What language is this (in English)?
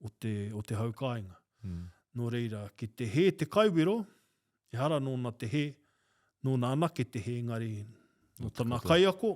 Māori